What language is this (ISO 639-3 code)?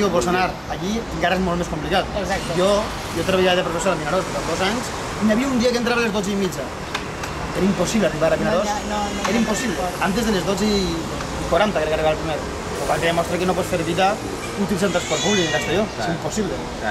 cat